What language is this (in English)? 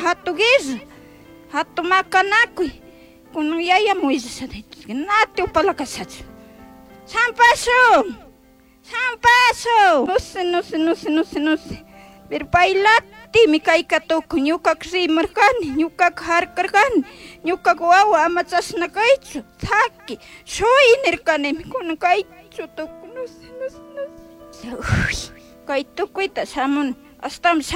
Chimborazo Highland Quichua